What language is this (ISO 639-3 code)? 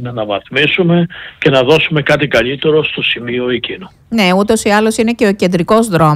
ell